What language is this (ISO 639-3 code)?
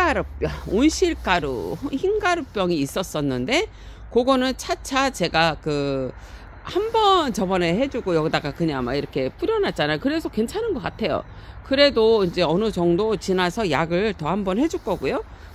kor